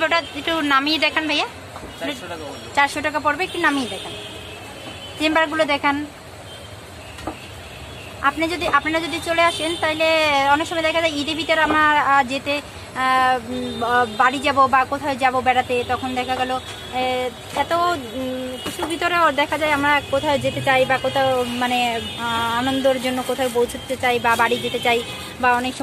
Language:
Bangla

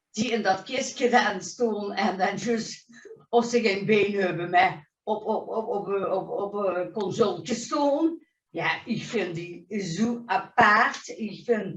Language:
Limburgish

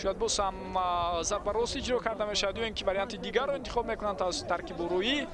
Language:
Tajik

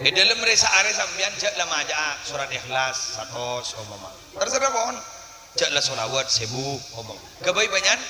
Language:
Madurese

